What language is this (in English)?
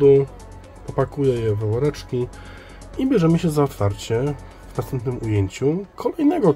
Polish